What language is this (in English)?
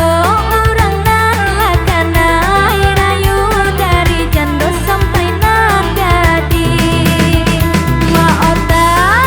Minangkabau